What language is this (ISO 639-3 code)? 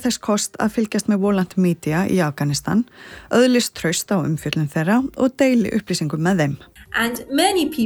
isl